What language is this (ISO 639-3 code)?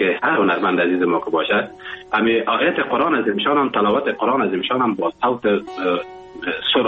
fas